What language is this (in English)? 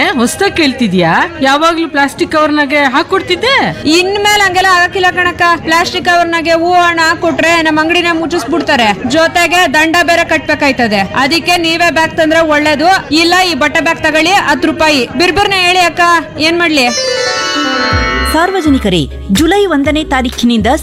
Kannada